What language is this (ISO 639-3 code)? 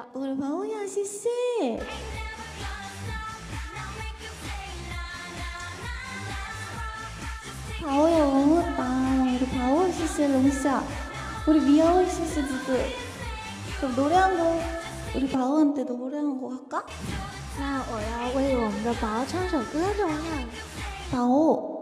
kor